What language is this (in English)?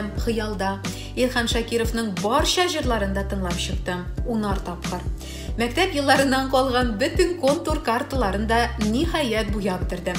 Tatar